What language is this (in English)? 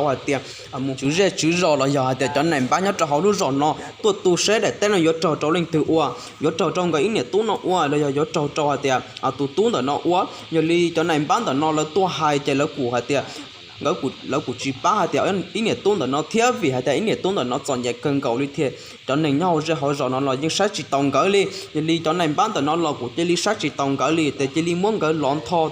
Hmong